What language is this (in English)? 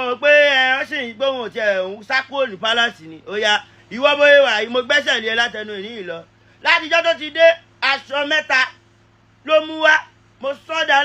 Yoruba